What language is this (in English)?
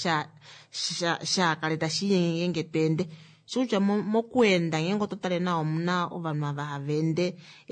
Kuanyama